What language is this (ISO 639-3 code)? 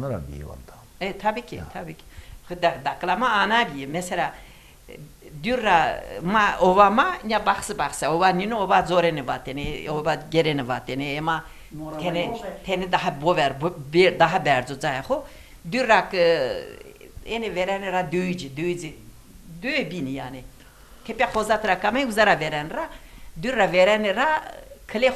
zza